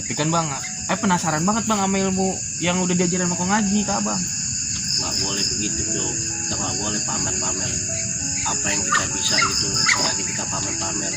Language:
Betawi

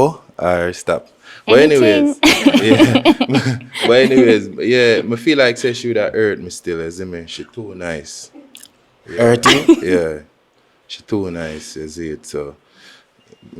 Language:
Jamaican Creole English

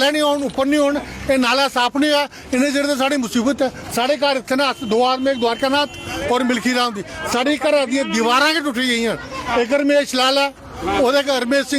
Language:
Dogri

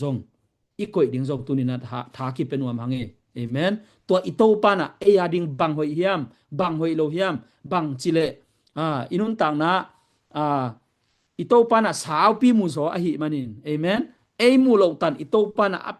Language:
Tedim Chin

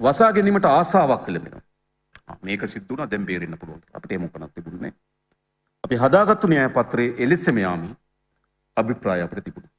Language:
Sinhala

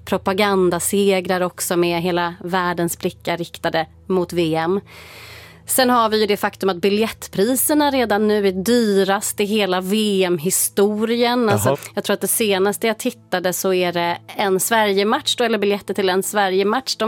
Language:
Swedish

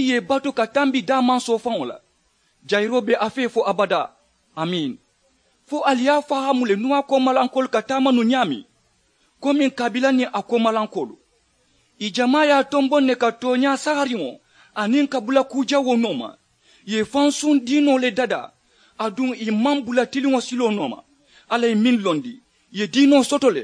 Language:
Mandingo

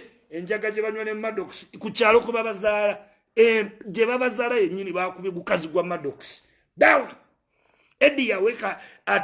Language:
Ganda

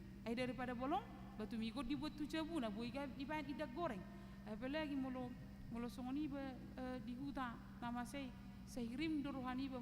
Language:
Batak Toba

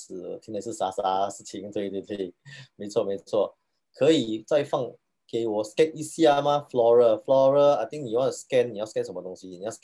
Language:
Chinese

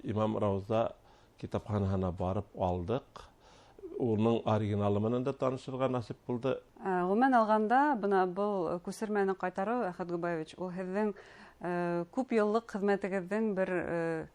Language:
Bashkir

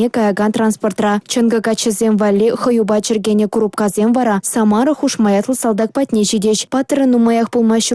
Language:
Chuvash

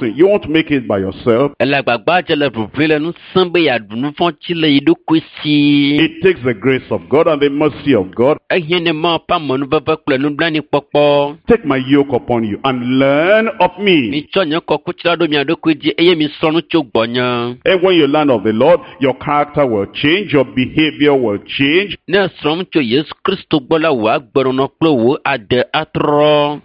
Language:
Ewe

